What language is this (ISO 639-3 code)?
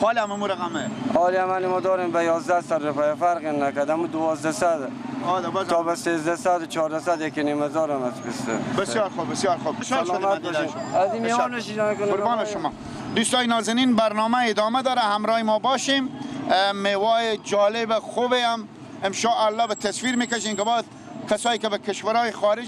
fas